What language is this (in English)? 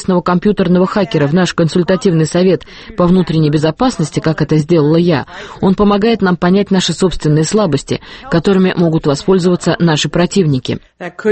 Russian